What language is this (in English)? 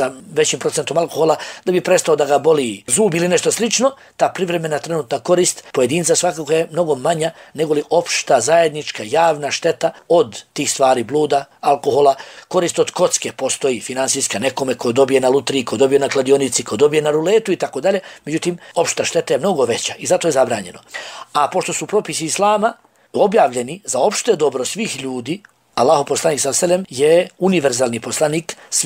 Bosnian